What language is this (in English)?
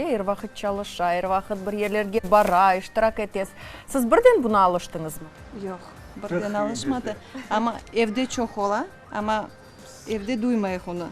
Crimean Tatar